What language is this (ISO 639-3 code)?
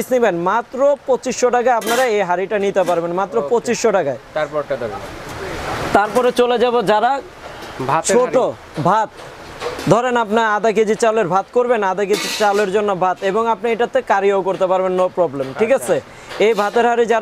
ben